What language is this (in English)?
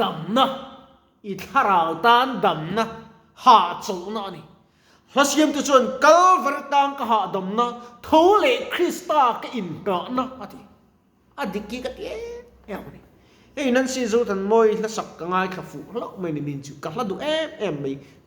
Mizo